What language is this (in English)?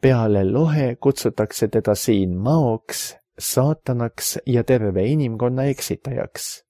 Estonian